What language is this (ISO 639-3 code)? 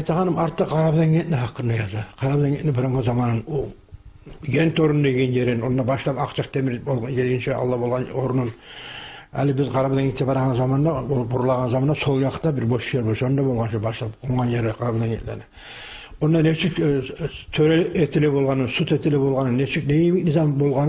kum